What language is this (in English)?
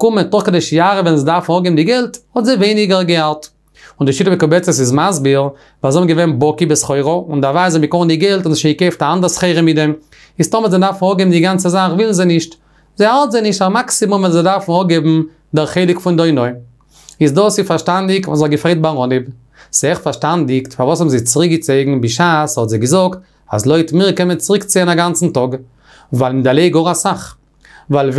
Yiddish